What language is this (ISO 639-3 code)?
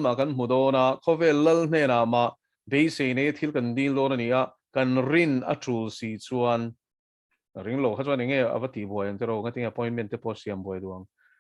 lus